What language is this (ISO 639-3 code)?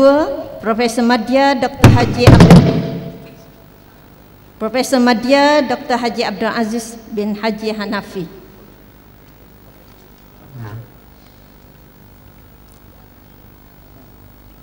msa